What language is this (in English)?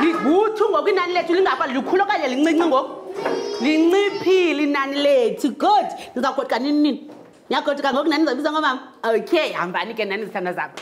Xhosa